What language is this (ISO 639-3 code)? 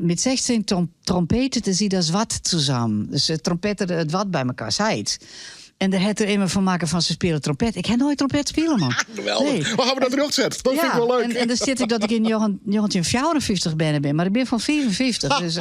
fry